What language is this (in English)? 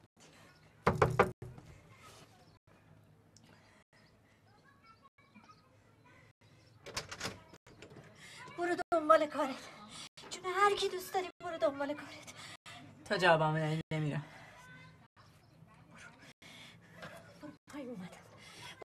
Persian